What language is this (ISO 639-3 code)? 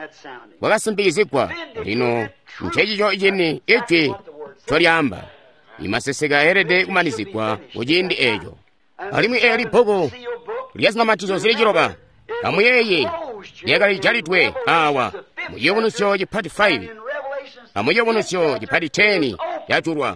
toi